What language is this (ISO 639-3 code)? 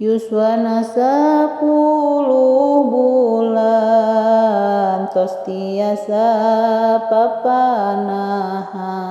sun